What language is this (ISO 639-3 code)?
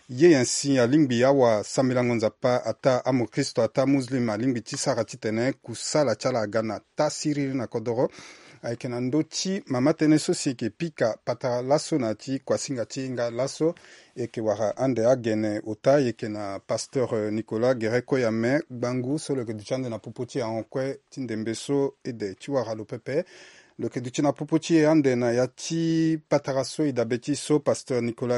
sag